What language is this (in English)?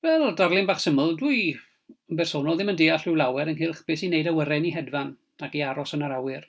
Welsh